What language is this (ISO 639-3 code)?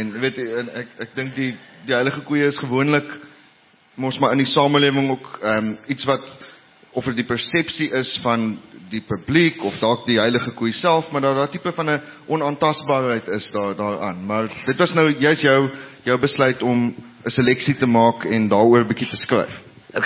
afr